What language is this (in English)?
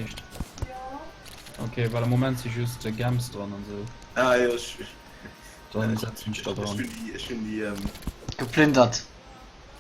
Luxembourgish